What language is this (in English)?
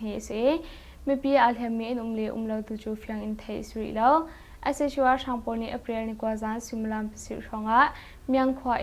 Hakha Chin